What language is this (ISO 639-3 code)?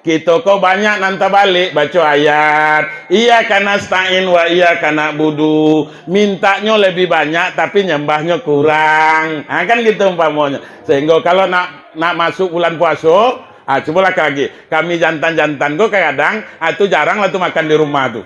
min